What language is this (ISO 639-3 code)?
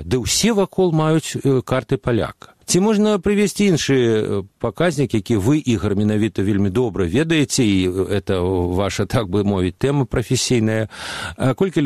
bel